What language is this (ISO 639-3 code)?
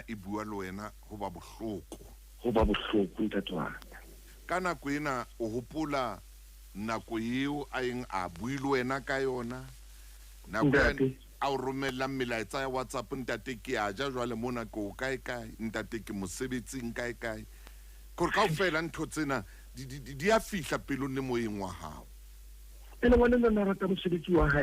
sot